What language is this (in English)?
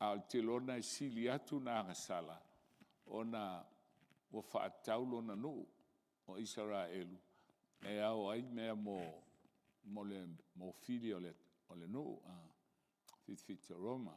Samoan